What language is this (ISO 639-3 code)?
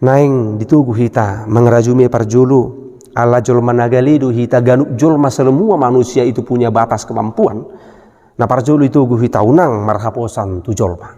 bbc